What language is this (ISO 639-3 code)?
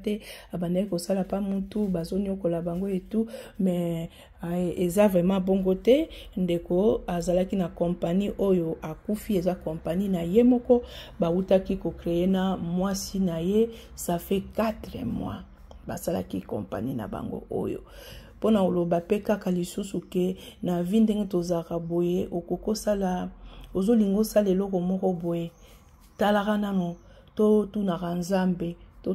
lin